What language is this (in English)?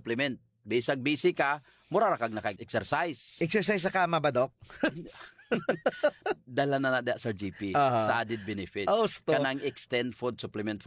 Cebuano